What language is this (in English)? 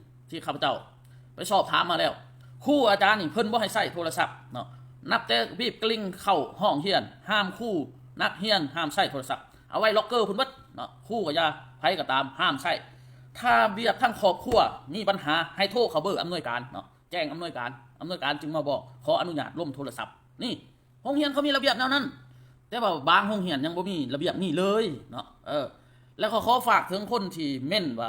Lao